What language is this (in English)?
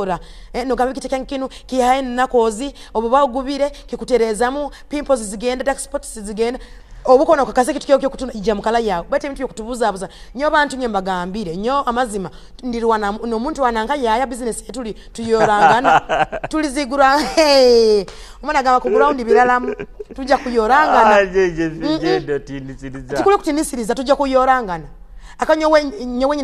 Tooro